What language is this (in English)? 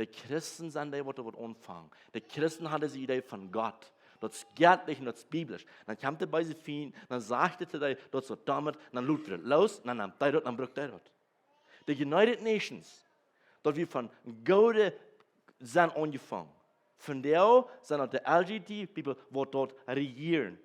Plautdietsch